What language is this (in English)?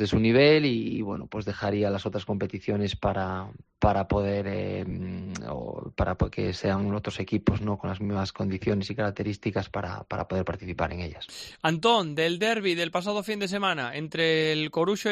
Spanish